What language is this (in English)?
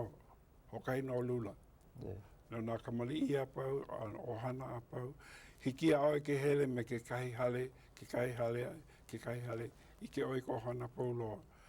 Hawaiian